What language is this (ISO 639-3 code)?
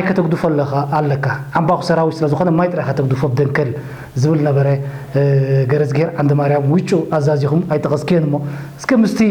tir